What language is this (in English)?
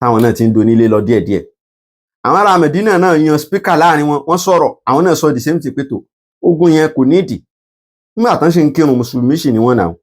Yoruba